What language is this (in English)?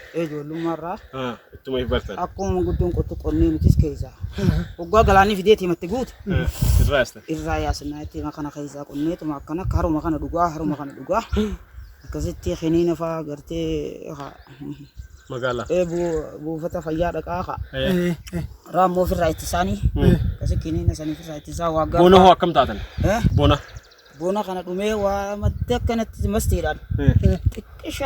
Oromo